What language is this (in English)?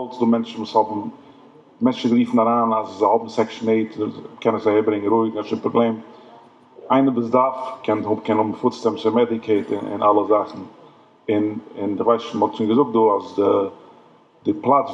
Yiddish